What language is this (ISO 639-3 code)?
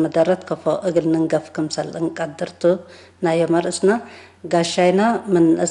tig